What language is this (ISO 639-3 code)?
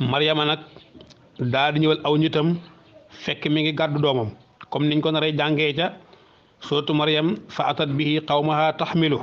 wol